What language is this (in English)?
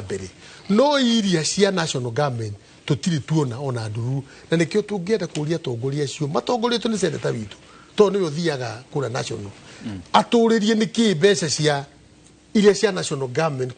Kikuyu